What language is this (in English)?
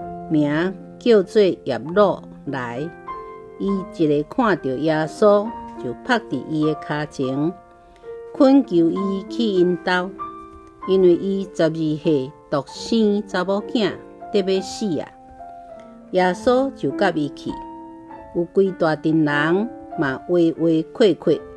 Min Nan Chinese